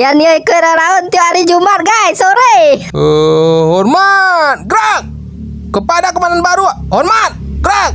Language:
Minangkabau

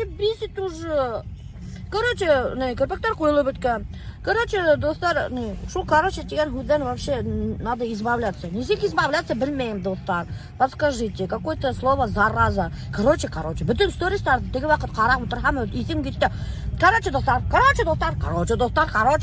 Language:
Bashkir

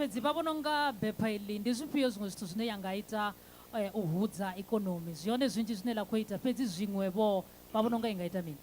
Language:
Venda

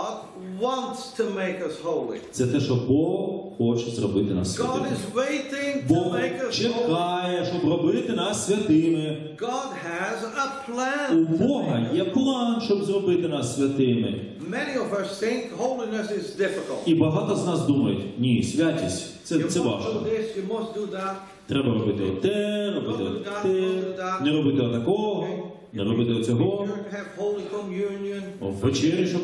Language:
Ukrainian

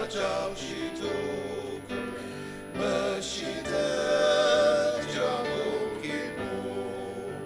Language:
Ao Naga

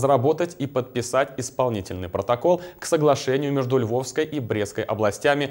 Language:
Russian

